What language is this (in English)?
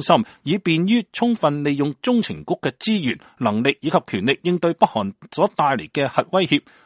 Cantonese